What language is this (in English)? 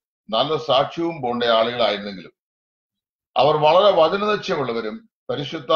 Malayalam